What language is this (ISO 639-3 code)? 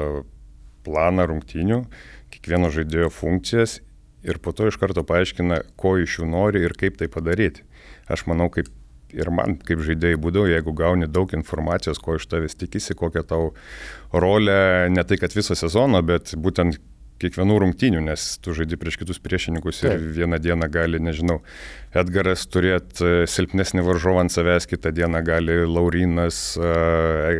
lit